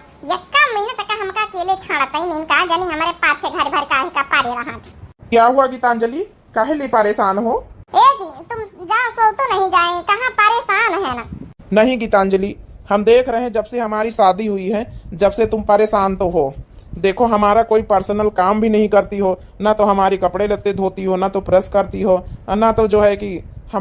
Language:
Awadhi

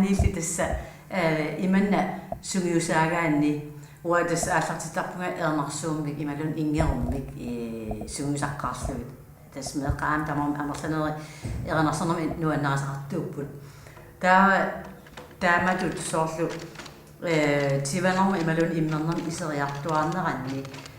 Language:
Kalaallisut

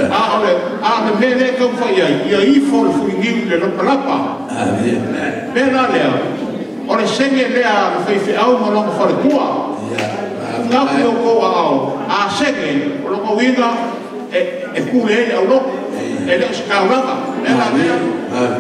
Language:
Samoan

